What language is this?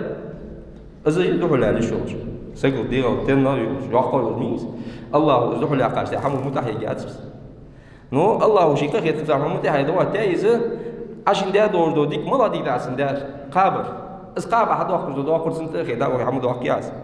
Ingush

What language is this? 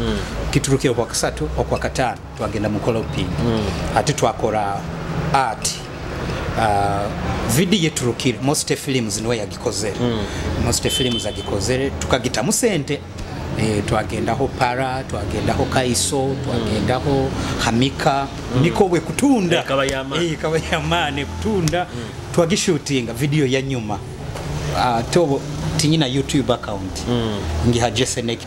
Nyoro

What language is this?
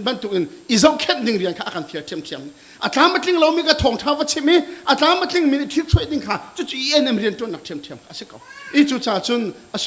Hakha Chin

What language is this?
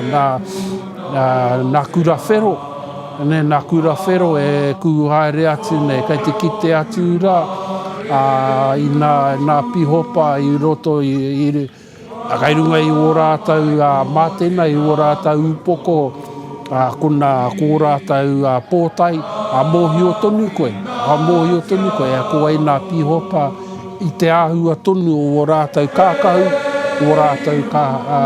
Māori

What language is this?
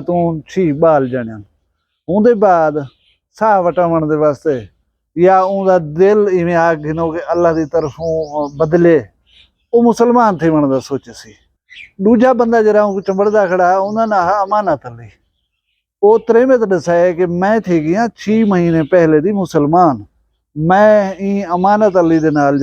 Saraiki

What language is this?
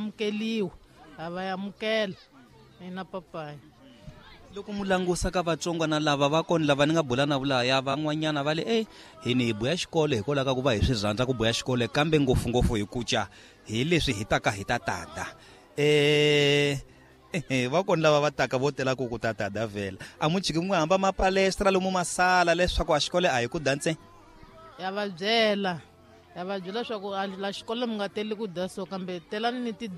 Tsonga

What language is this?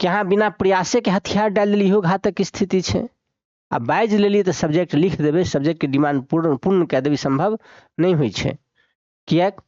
Maithili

